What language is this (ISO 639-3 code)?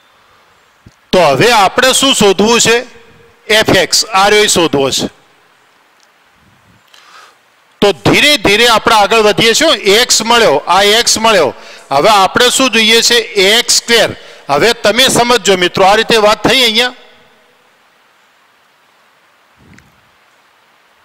guj